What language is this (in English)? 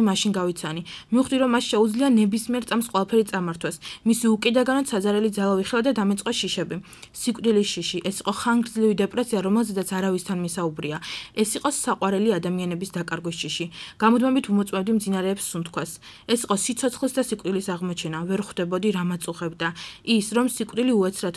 Georgian